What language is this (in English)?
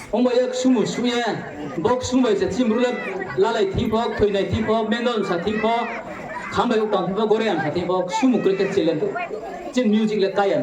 Riang (India)